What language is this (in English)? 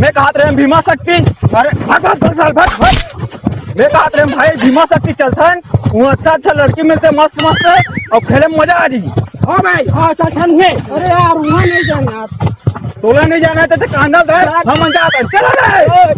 Chhattisgarhi